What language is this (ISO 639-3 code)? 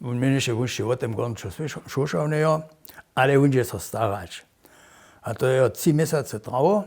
hsb